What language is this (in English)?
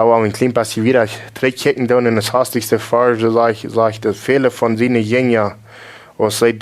Plautdietsch